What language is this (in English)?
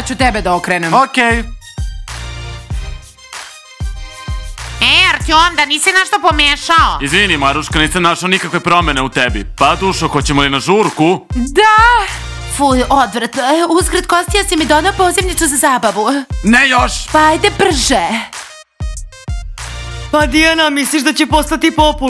Serbian